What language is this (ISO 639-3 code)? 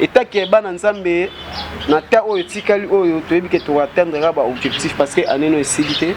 lin